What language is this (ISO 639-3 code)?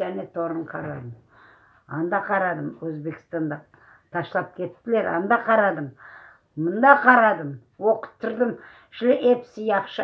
crh